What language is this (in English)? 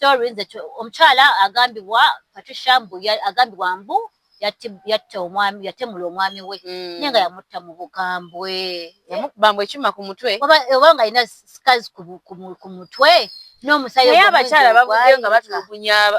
Ganda